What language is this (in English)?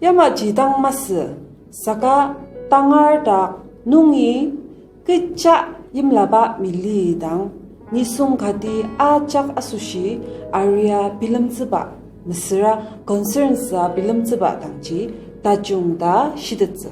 Ao Naga